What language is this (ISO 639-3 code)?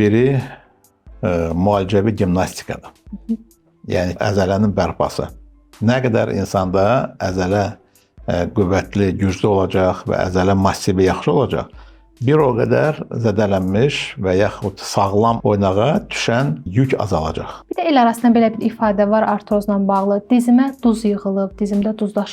aze